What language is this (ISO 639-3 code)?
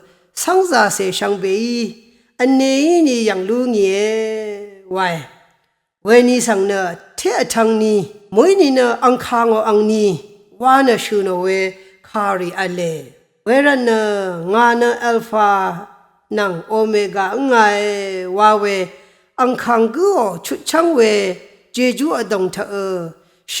raw